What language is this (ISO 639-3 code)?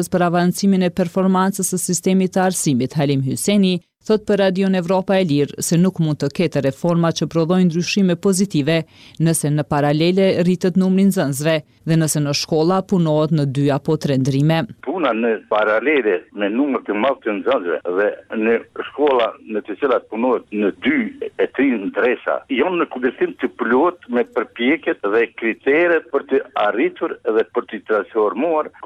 sqi